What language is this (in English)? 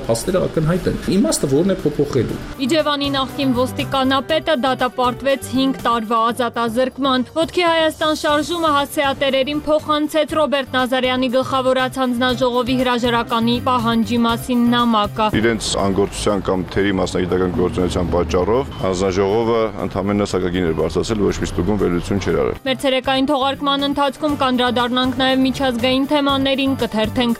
Armenian